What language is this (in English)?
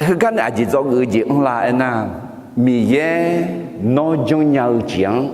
Akha